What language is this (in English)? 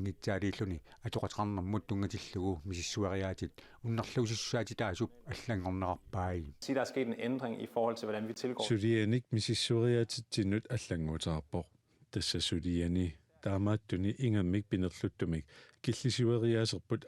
Kalaallisut